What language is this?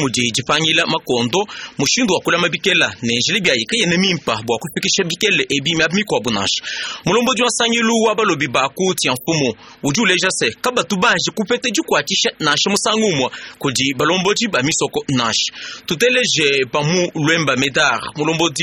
Luba-Lulua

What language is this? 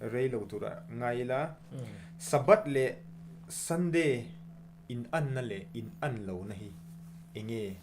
Mizo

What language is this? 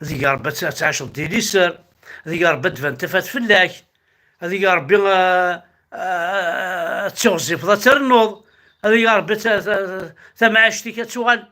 Kabyle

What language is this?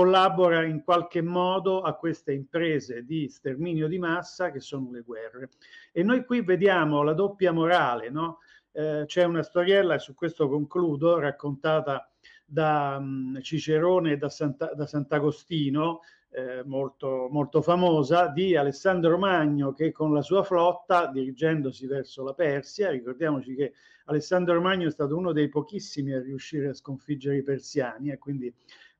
Italian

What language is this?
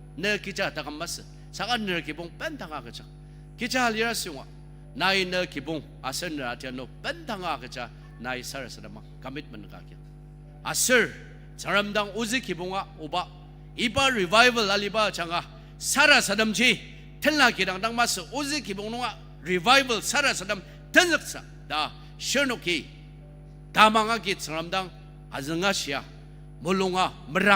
Ao Naga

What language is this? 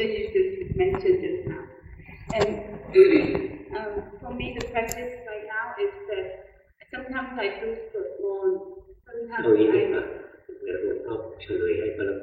Thai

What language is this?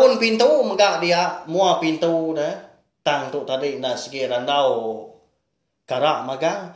Iban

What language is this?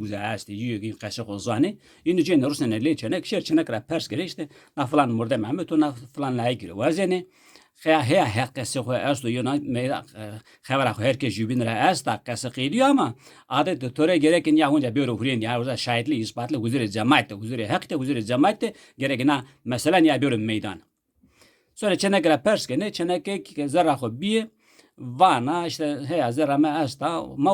Zaza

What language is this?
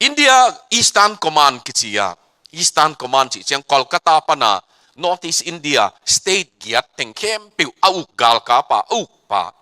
Tedim Chin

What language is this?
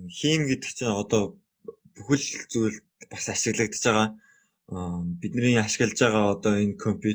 Mongolian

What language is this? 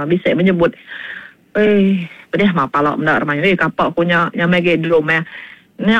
Iban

